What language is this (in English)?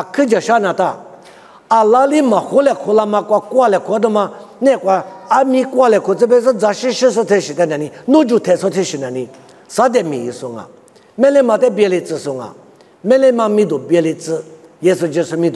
Lisu